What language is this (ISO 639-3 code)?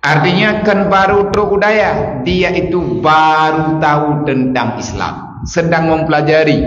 ace